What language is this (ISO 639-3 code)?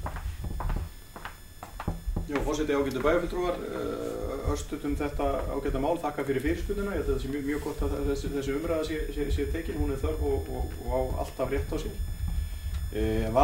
isl